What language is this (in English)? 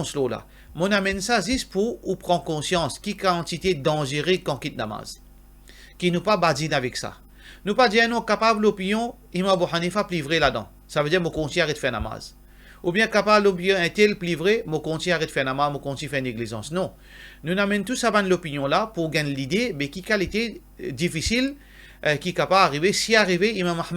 Morisyen